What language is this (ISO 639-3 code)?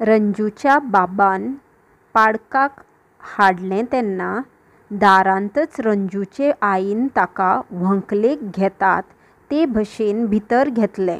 kok